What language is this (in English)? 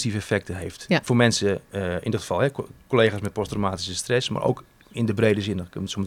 Dutch